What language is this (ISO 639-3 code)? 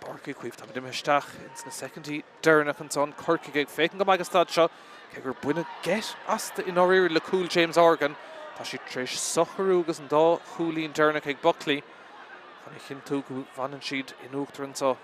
gle